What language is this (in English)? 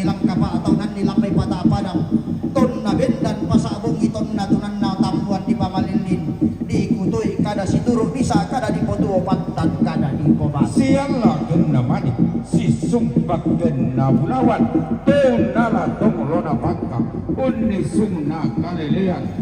Toraja-Sa'dan